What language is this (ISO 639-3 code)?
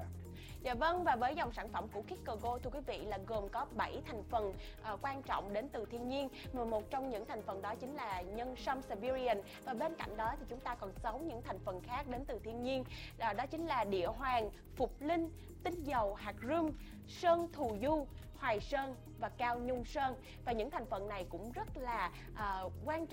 vie